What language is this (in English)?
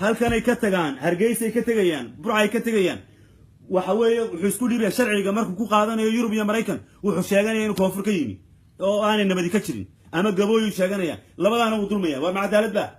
Somali